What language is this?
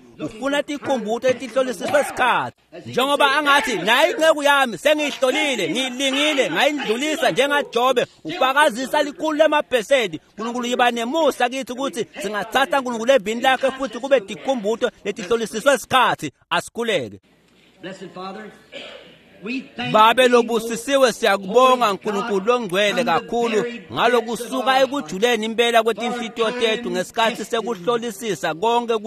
Swati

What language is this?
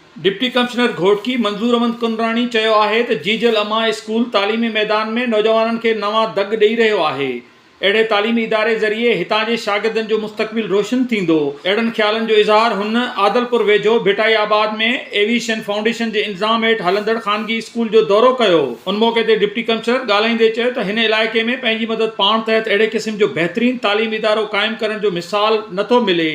Sindhi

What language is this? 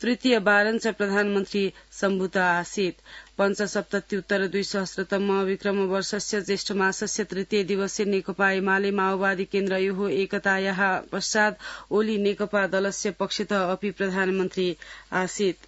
Sanskrit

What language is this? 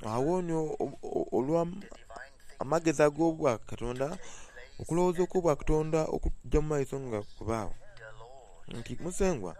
Soga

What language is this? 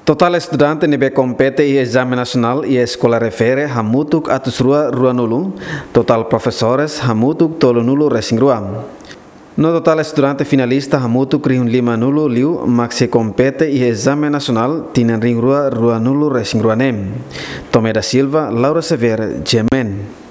Tetum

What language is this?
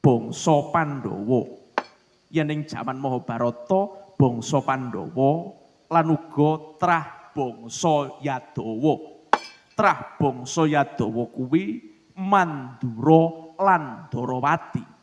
Javanese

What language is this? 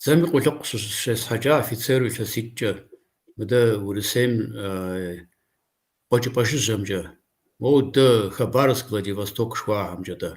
Kabardian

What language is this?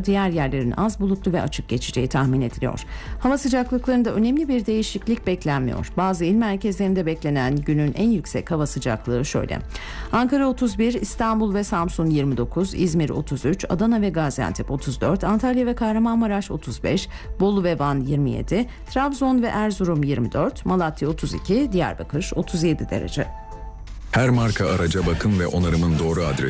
Turkish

